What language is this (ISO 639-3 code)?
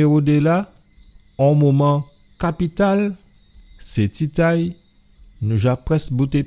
gcf